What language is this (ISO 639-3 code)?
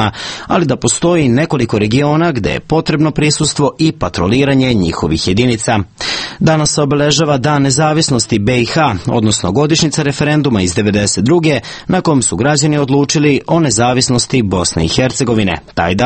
srp